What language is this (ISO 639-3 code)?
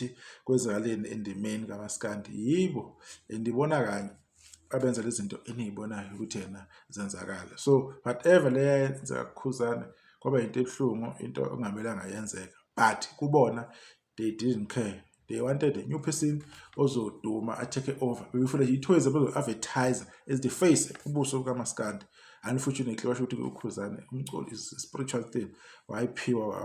zul